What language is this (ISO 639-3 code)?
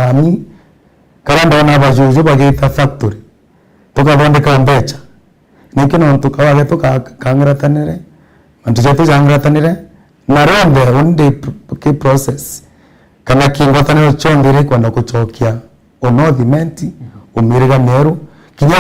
mer